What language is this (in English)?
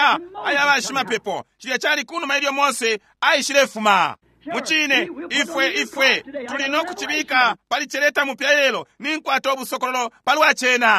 Bemba